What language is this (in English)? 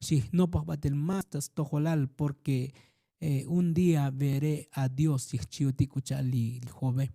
Tzotzil